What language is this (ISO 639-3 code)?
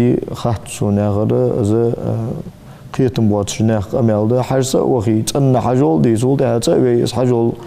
inh